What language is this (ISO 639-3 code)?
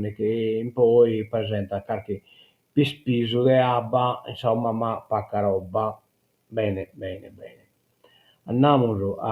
srd